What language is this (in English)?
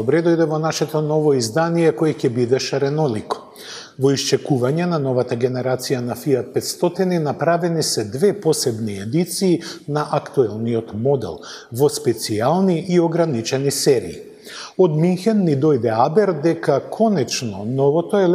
Macedonian